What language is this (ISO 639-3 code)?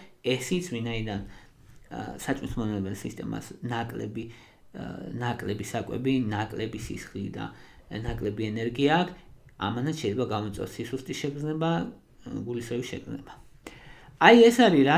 kat